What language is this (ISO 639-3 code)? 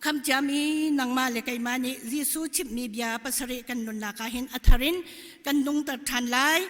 cnh